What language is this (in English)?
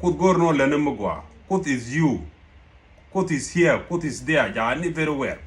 Nuer